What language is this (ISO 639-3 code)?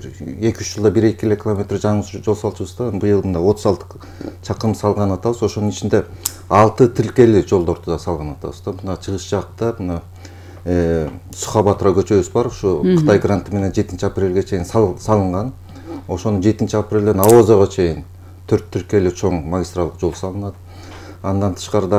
kir